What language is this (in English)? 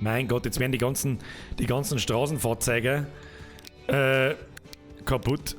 Bavarian